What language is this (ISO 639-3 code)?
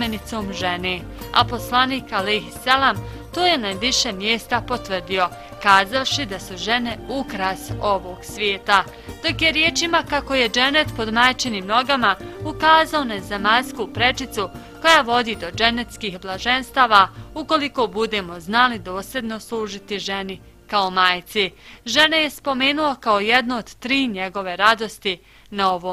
bos